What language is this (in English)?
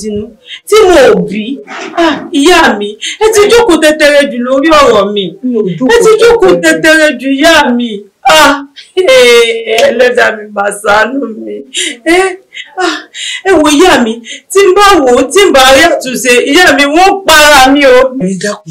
Yoruba